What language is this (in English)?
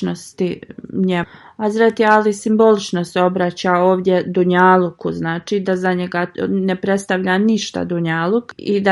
Bosnian